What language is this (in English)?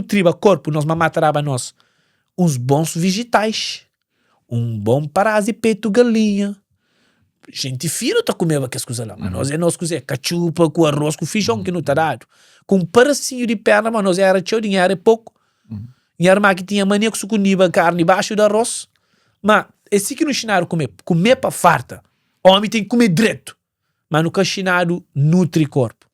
Kabuverdianu